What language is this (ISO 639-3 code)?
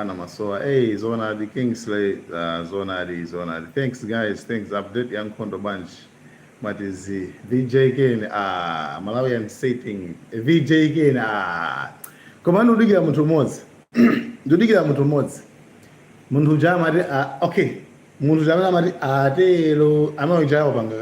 nya